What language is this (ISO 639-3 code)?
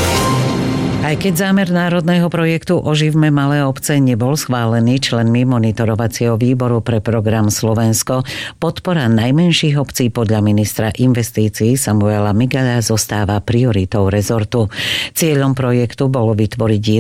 slk